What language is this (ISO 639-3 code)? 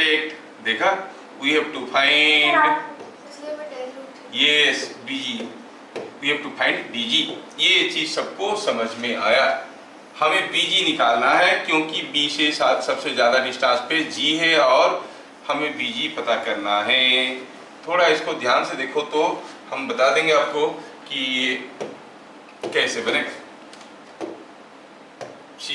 hin